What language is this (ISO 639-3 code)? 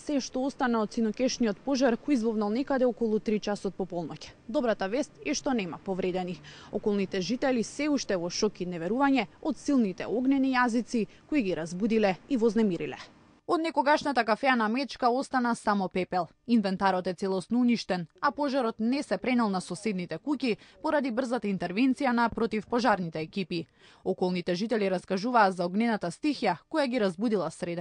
mkd